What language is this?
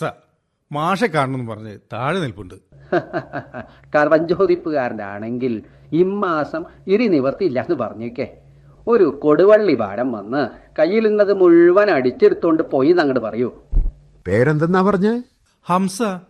Malayalam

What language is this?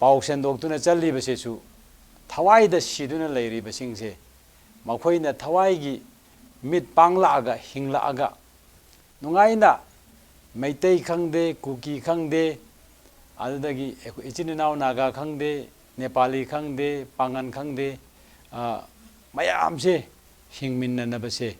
Manipuri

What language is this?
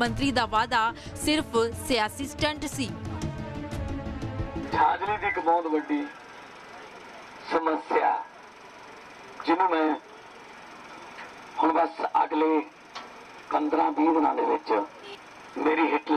Punjabi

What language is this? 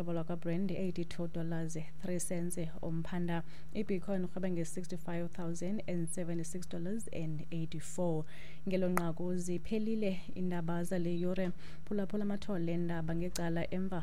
Xhosa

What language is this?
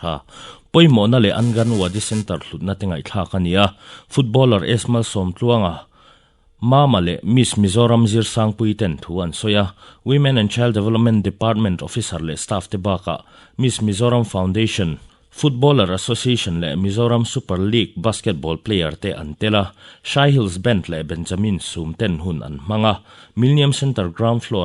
Mizo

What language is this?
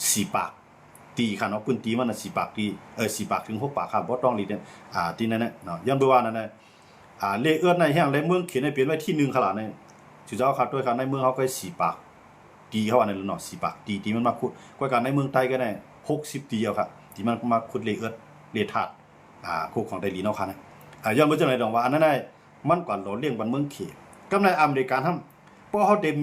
Shan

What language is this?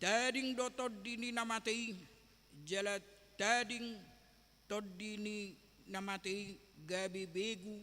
Batak Toba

